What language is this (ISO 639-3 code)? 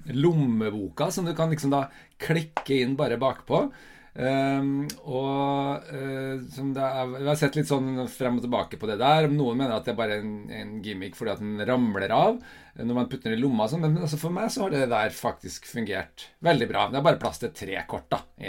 nor